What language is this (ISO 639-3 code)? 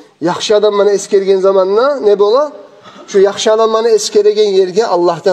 kum